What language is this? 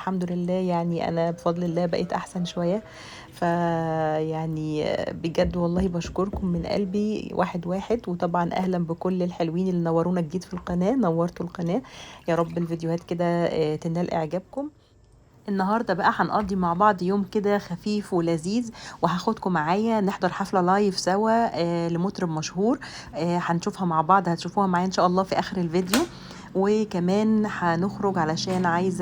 Egyptian Arabic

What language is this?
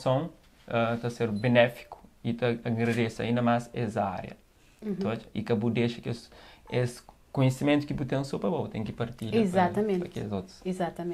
Kabuverdianu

